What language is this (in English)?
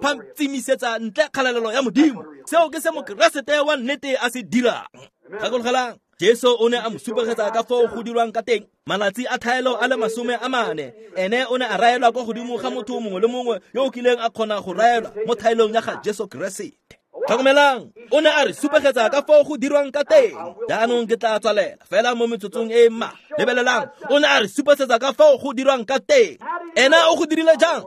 Tswana